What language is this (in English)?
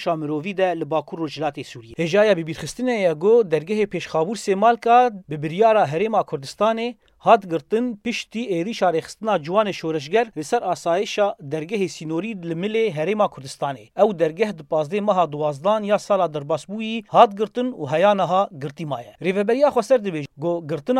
Kurdish